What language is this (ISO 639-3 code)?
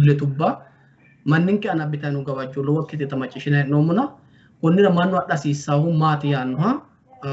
sid